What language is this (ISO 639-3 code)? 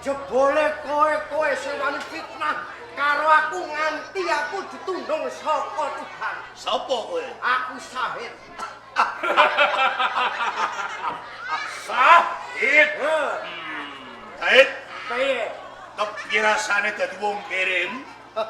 jav